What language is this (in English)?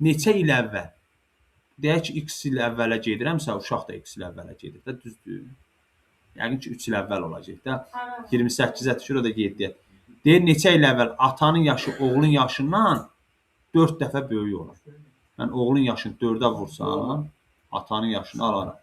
Azerbaijani